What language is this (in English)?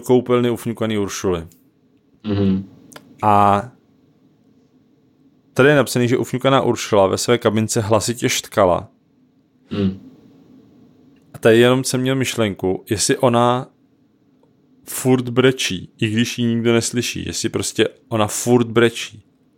Czech